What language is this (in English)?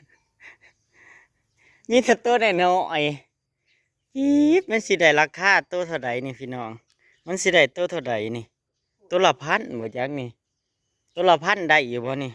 Northeastern Thai